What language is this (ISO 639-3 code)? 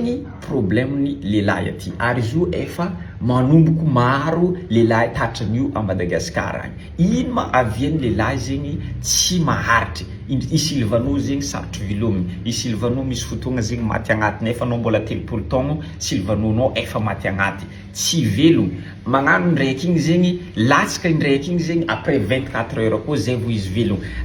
mlg